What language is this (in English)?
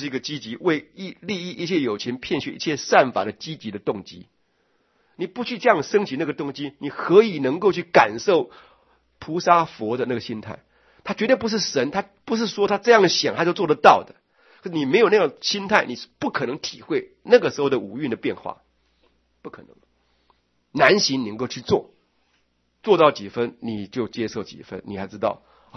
Chinese